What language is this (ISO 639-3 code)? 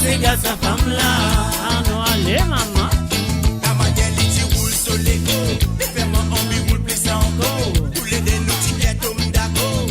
mfe